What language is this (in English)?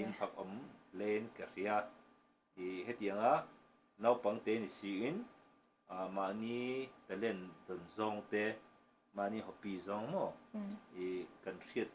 Mizo